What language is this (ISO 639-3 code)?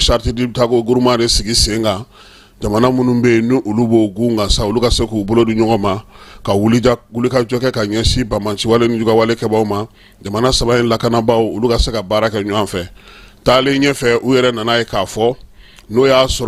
bam